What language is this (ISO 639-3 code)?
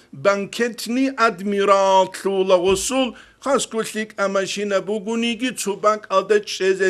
ava